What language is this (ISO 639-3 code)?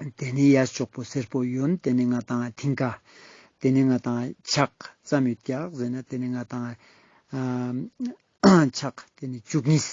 lbj